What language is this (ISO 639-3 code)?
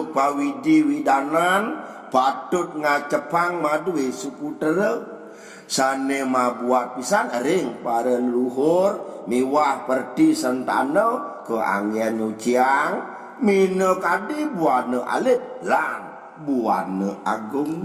ban